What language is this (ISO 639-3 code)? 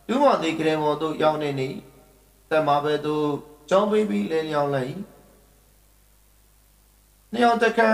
mya